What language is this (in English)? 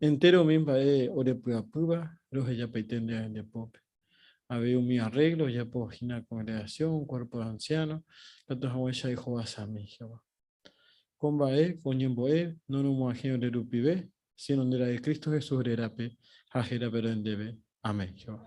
Guarani